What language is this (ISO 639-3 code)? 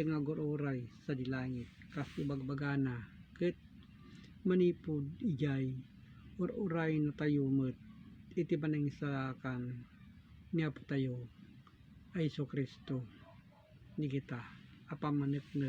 ilo